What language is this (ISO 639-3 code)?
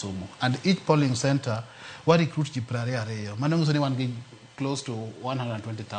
luo